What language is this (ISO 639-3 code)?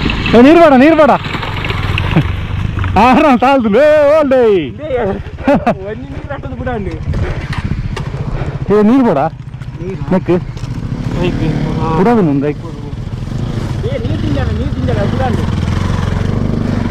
kan